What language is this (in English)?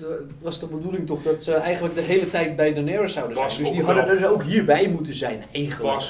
Dutch